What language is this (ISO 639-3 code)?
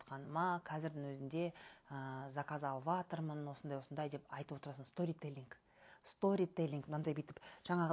kaz